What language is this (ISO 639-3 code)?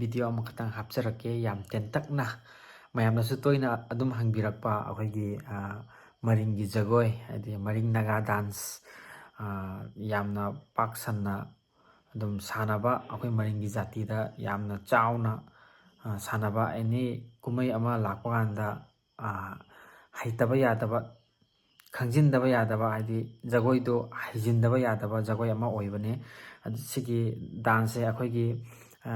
mni